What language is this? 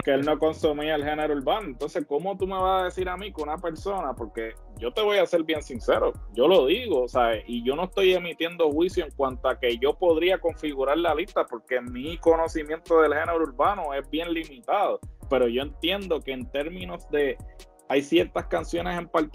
Spanish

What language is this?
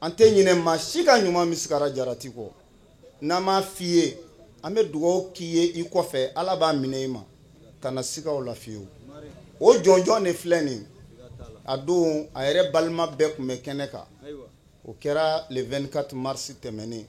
Bambara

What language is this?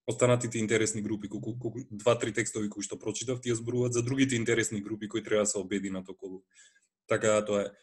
Macedonian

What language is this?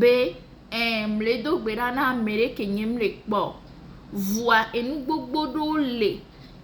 Ewe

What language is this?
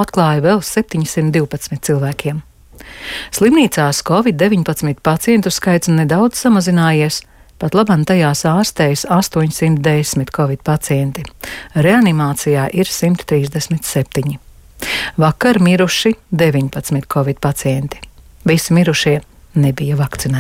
Latvian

